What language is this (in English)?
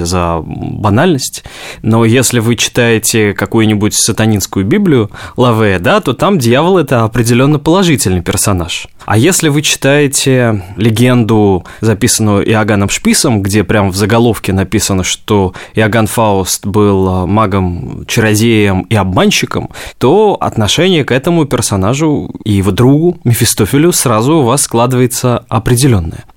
Russian